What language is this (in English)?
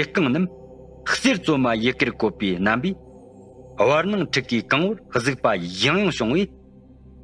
Tibetan